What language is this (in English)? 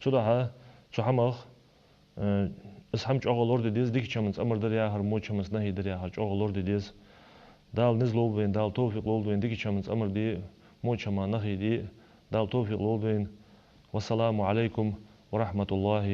Ingush